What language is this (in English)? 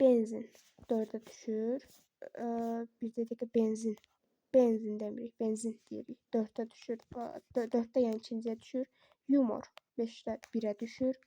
Azerbaijani